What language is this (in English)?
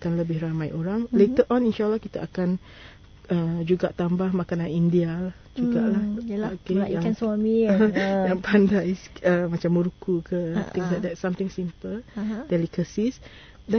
Malay